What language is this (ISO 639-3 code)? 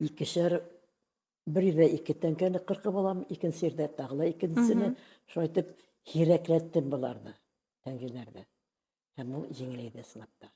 bak